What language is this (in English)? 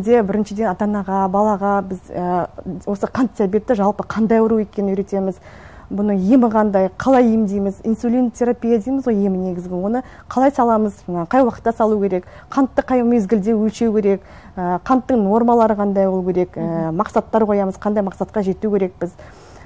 Kazakh